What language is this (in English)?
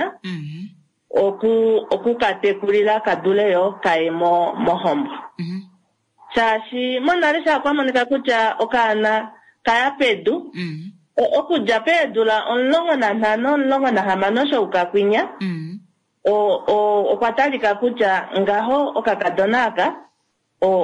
Kuanyama